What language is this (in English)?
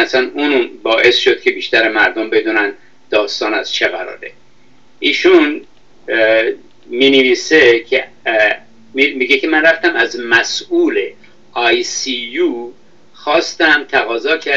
Persian